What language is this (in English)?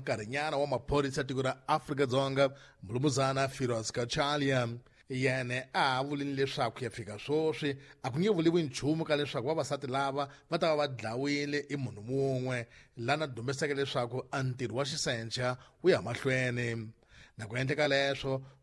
Tsonga